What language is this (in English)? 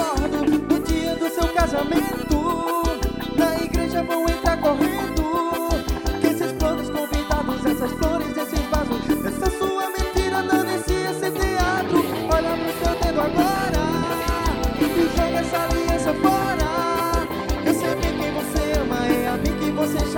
Portuguese